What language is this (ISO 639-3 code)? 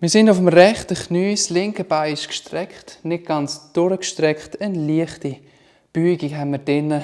gsw